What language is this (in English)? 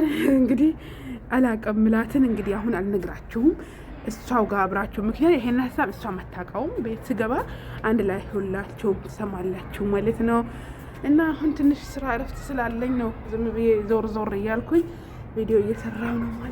Amharic